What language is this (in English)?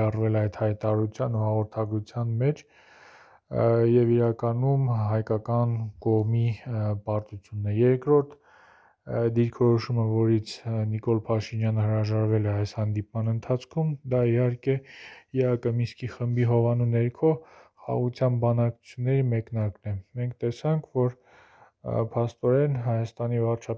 Armenian